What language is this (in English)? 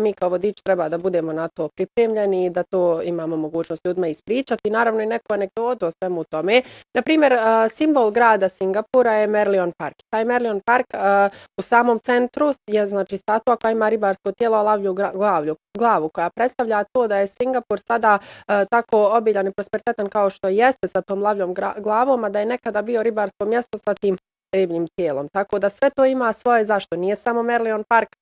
Bosnian